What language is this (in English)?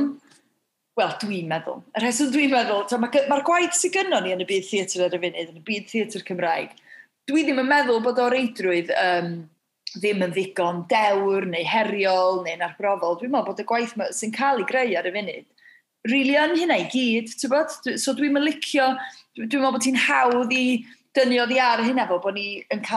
Welsh